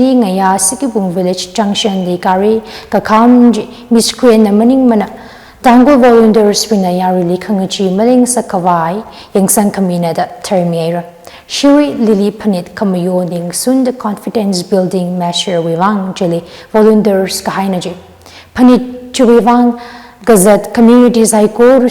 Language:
Tangkhul Naga (India)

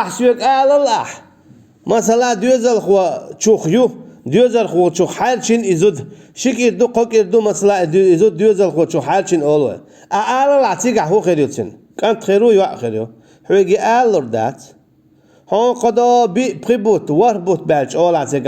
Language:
Chechen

